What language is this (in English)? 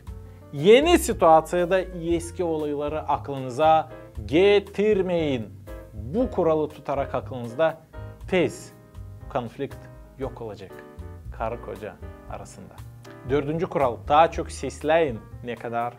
Gagauz